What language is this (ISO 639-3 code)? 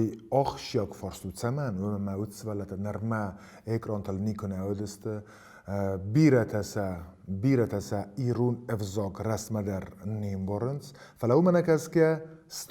oss